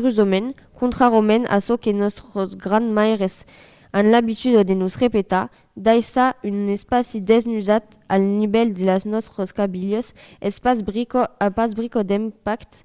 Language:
Occitan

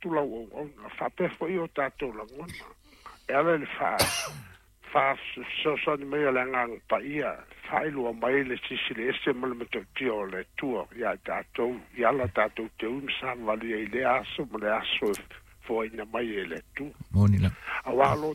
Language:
Samoan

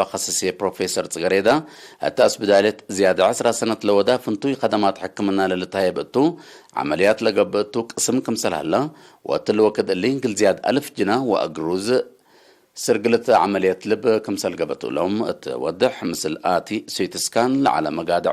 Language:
Tigre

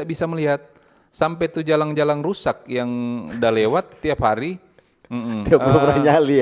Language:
Manado Malay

